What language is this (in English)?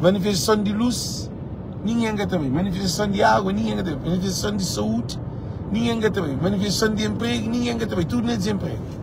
Kabuverdianu